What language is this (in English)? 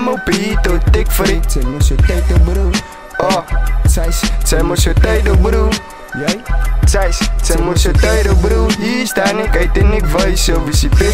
Afrikaans